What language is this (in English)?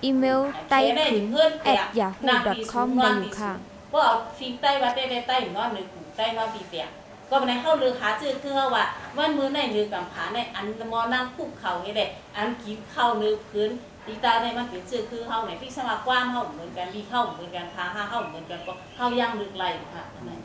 Shan